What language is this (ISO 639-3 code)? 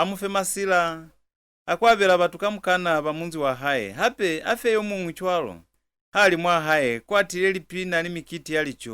loz